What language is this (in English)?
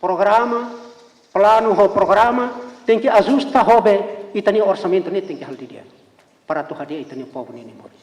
Tetum